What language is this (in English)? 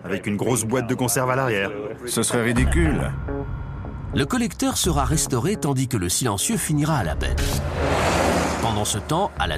French